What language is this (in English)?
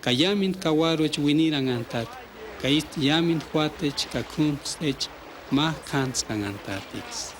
Purepecha